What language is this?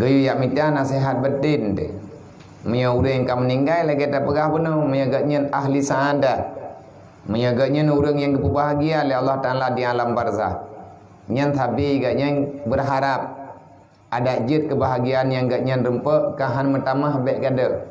Achinese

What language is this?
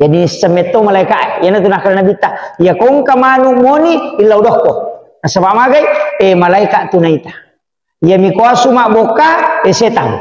Buginese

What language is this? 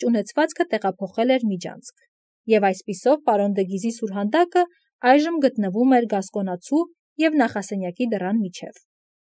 Armenian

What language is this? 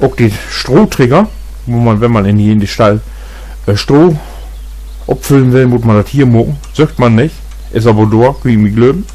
Low German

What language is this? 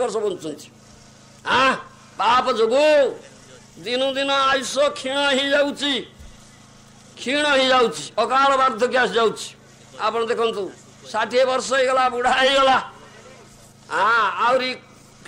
Odia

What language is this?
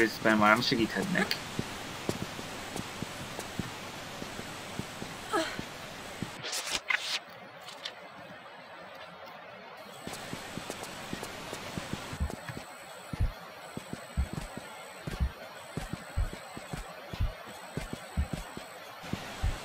Hungarian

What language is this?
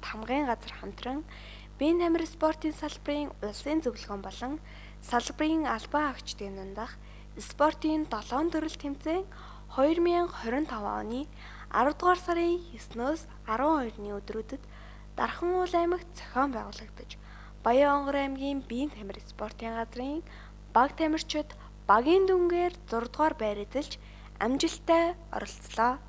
Mongolian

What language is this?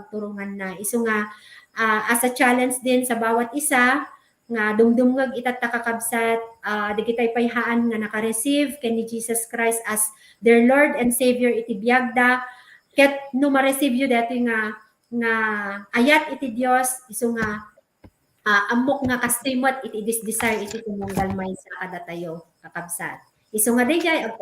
Iloko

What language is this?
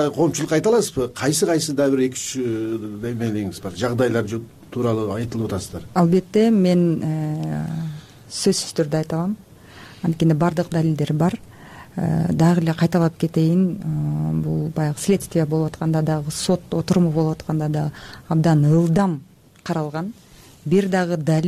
Kyrgyz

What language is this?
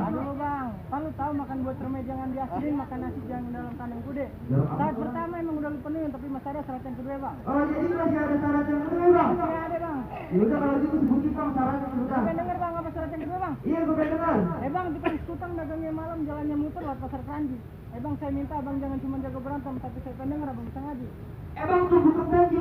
Betawi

